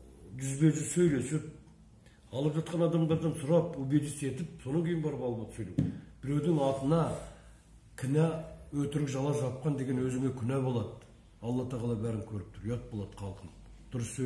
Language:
Kazakh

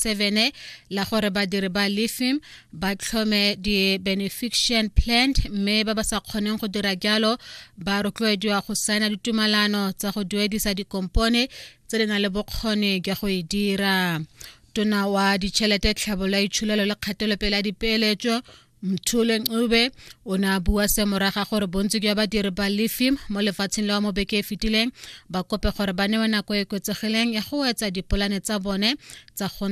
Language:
Tswana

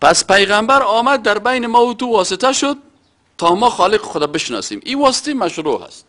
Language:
Persian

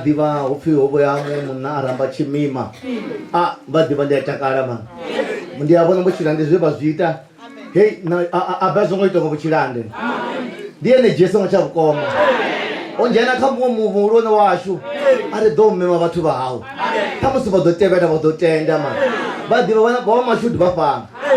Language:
Venda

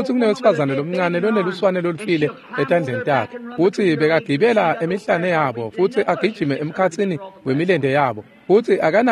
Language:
Swati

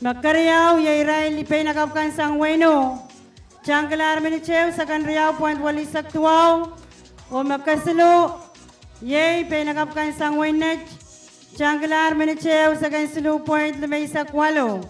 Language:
Pohnpeian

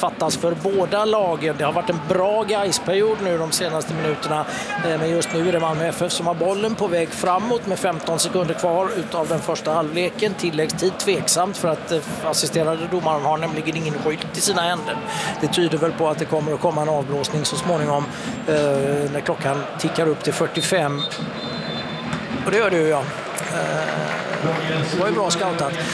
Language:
Swedish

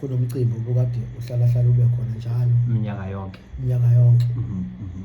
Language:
Zulu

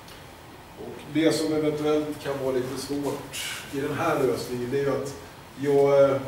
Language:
Swedish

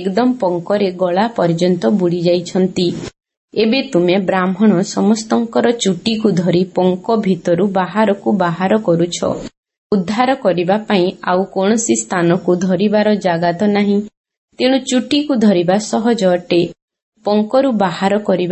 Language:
Odia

